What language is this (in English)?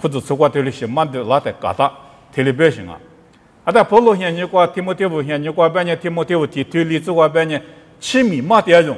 Lisu